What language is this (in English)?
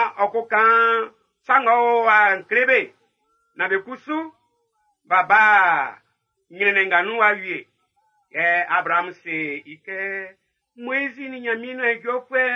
Baoulé